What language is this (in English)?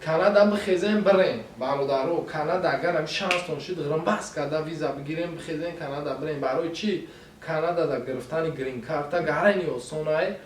Tajik